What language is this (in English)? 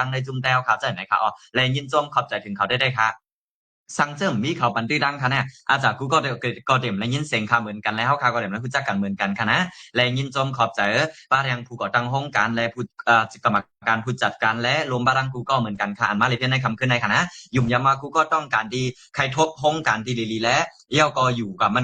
Shan